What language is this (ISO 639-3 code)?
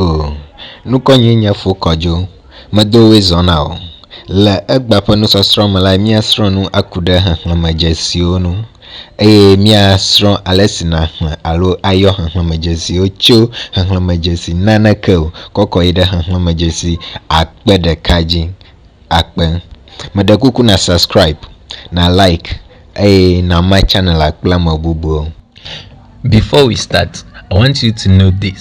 ewe